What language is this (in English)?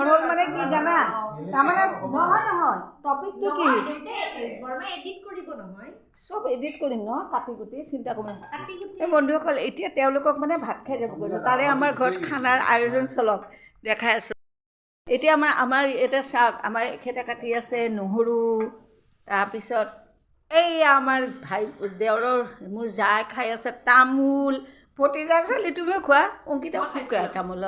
Assamese